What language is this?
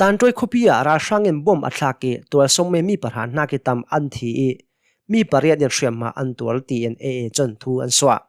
Hakha Chin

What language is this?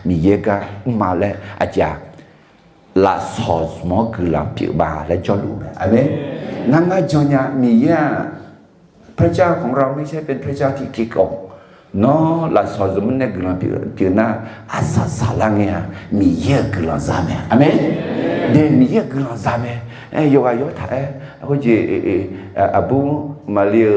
Akha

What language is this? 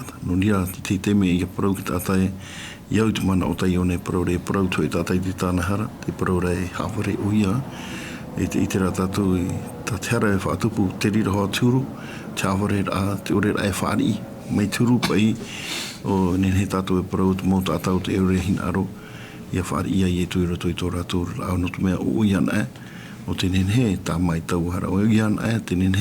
Tahitian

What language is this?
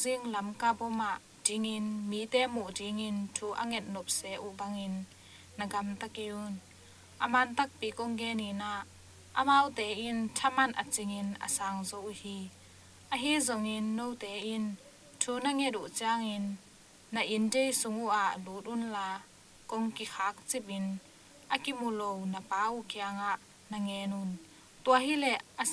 Tedim Chin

